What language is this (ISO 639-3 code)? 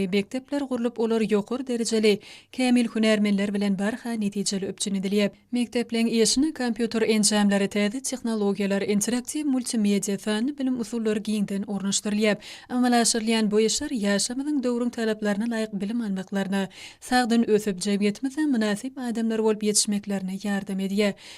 tuk